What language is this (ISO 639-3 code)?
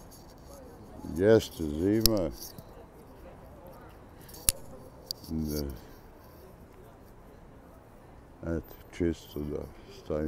srp